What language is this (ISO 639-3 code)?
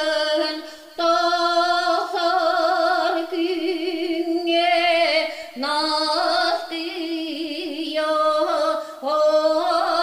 sah